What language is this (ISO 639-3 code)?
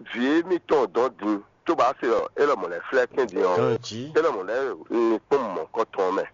fon